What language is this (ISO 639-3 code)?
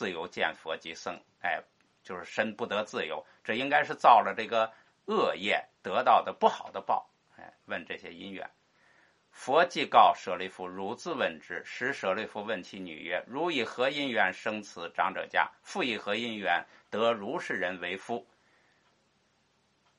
zho